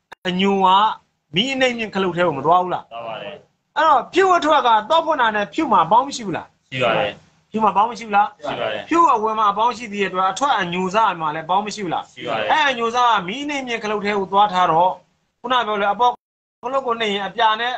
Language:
Burmese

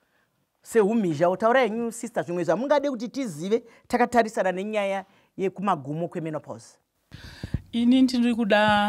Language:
Shona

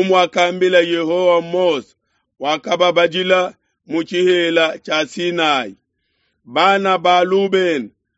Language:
Luba-Lulua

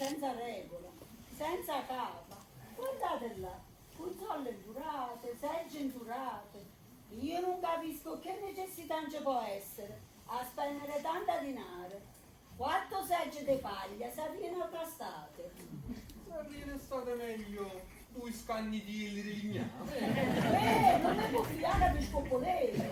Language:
Neapolitan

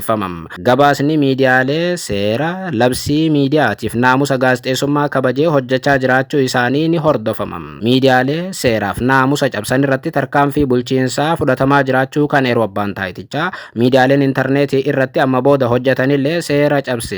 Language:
Oromo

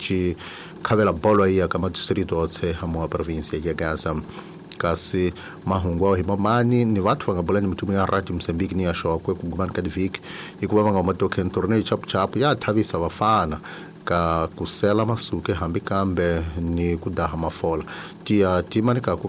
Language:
Tsonga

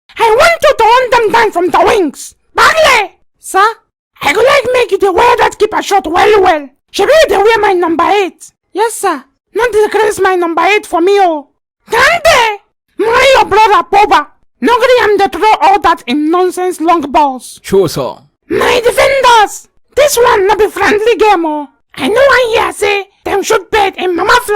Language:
Nigerian Pidgin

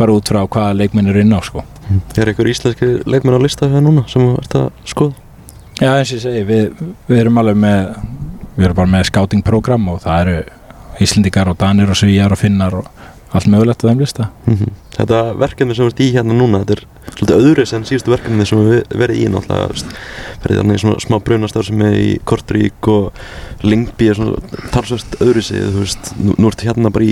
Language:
Icelandic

